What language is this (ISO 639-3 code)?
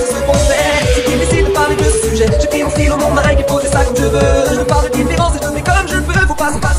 fra